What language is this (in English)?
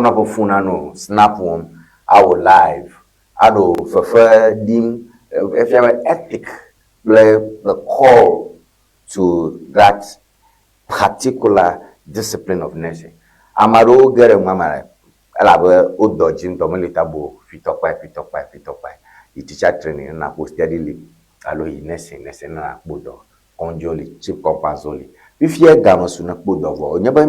Ewe